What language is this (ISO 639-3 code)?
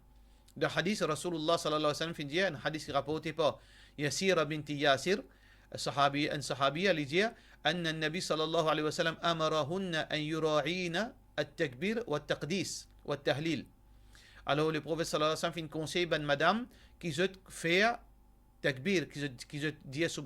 mfe